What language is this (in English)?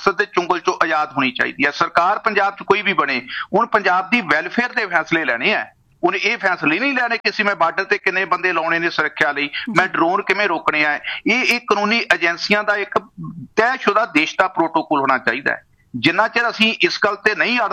Punjabi